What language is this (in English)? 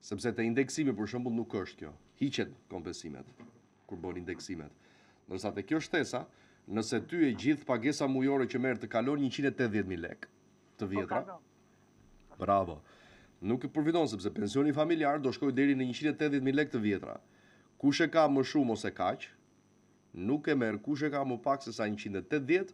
Albanian